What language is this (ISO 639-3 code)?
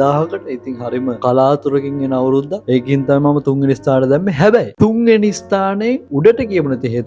sin